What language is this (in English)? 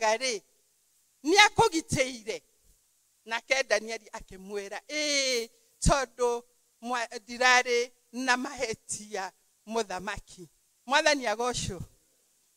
Kikuyu